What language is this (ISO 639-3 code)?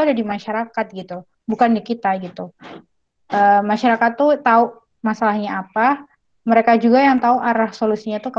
ind